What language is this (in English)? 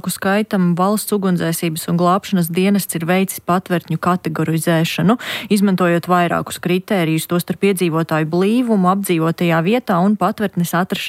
Latvian